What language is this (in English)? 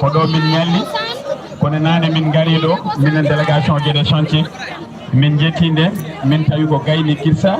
Fula